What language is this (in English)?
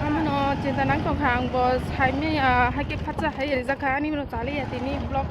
Kok Borok